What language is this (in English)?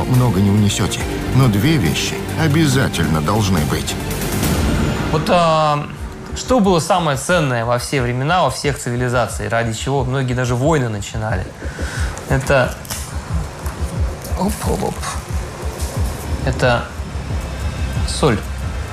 Russian